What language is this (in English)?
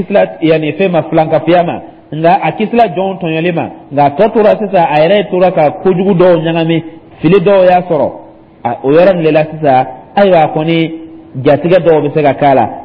Dyula